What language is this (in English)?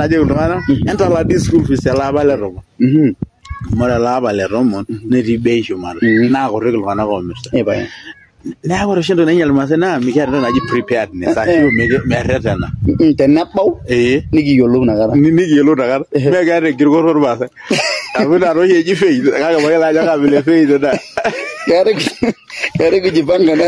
Masai